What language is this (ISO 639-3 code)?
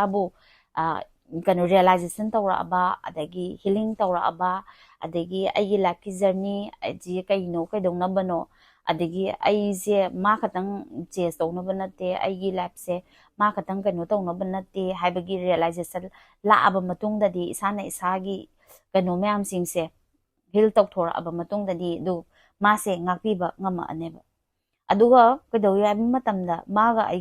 mni